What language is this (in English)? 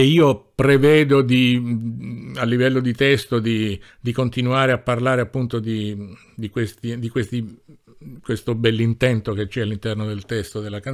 Italian